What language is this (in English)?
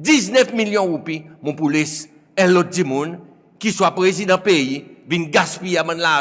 Seselwa Creole French